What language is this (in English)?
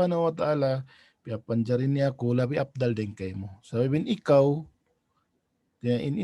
Tausug